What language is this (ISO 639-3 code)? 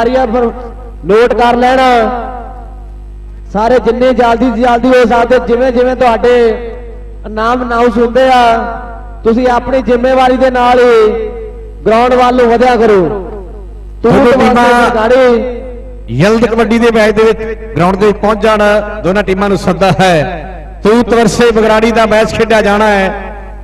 pan